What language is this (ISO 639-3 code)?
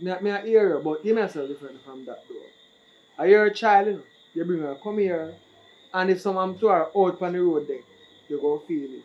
jam